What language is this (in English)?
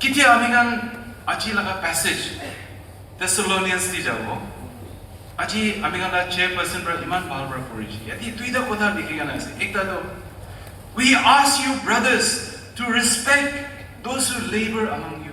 Naga Pidgin